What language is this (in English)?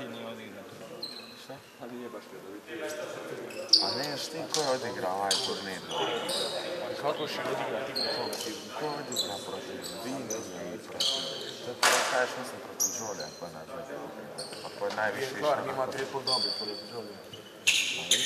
Croatian